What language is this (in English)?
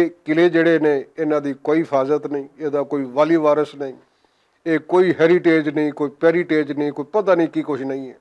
Western Panjabi